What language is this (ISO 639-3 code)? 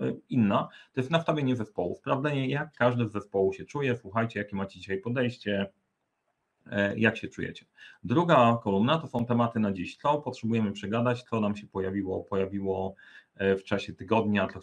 pol